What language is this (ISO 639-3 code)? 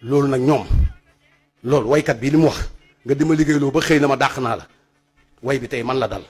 wol